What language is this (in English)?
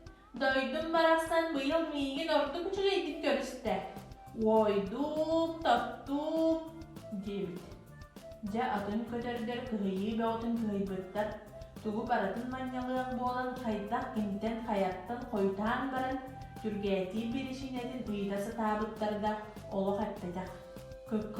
Yakut